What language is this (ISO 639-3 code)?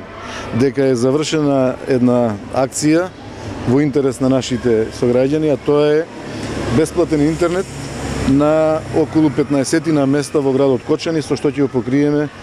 mkd